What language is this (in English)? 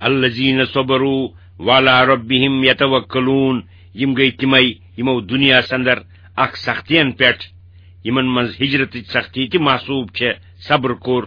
Kashmiri